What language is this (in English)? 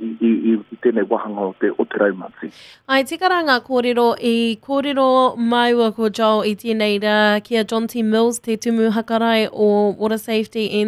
Māori